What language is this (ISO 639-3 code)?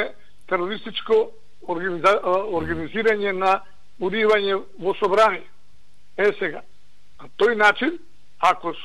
mkd